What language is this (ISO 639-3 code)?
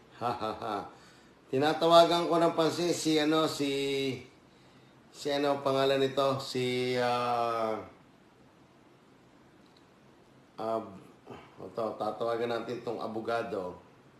fil